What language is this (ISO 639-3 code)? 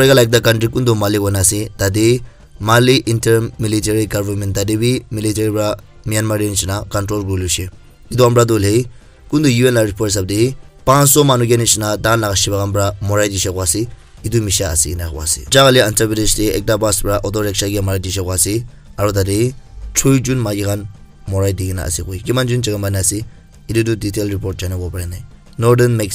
nag